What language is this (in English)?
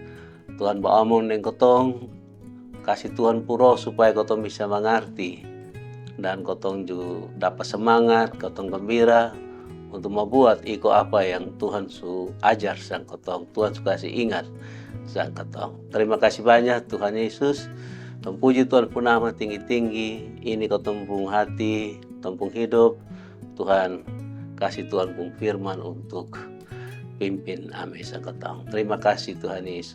Kupang Malay